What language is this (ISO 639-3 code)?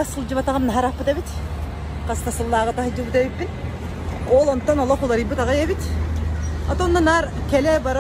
sah